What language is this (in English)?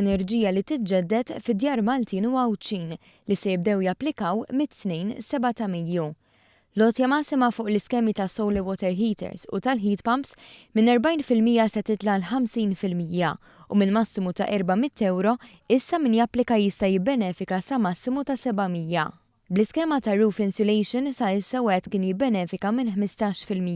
Maltese